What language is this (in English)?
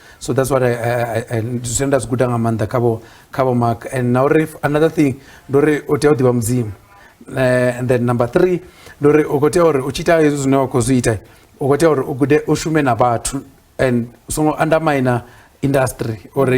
Venda